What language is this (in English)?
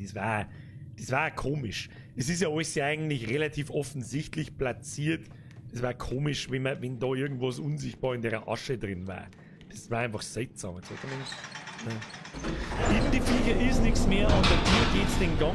Bavarian